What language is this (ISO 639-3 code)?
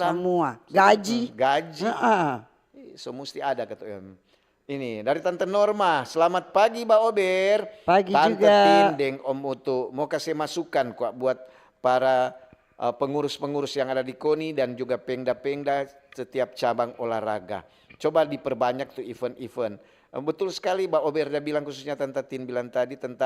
xmm